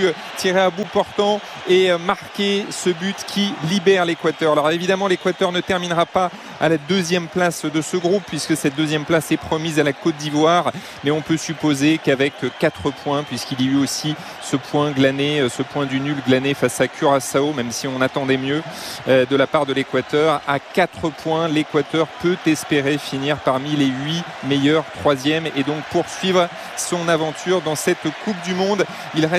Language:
French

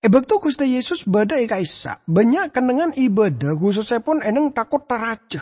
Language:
Madurese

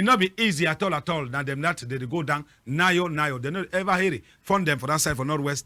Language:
Cameroon Pidgin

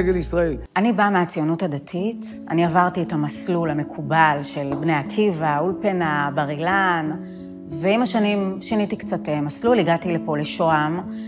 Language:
Hebrew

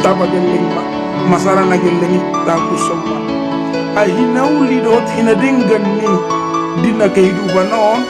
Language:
Batak Toba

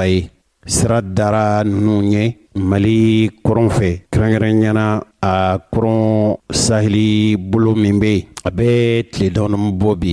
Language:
Bambara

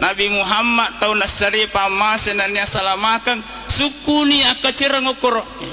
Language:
Buginese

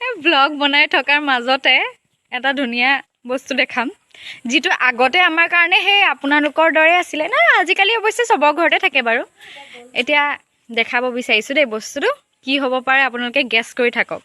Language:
Assamese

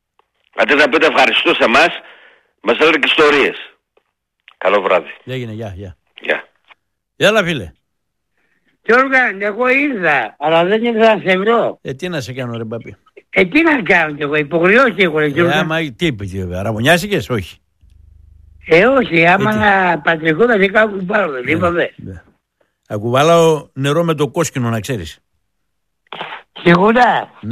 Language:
Greek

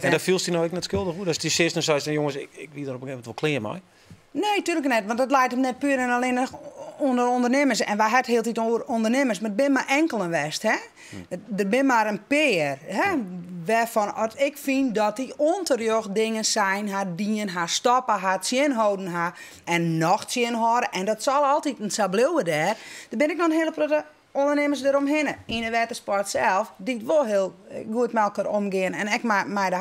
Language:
Western Frisian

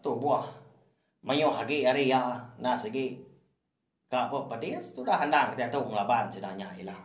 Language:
Iban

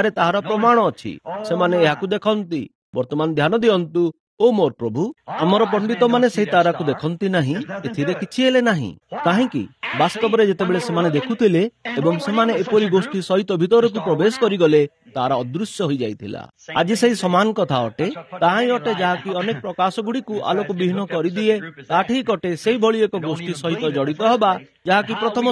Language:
Odia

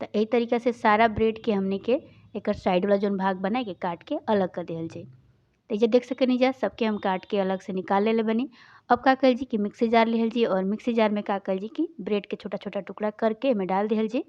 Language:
Bhojpuri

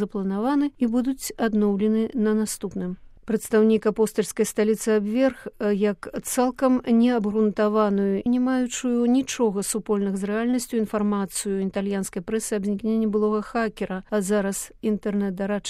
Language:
Belarusian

